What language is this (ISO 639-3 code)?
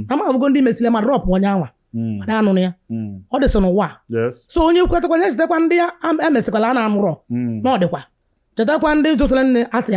ibo